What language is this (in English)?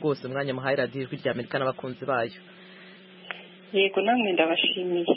Kinyarwanda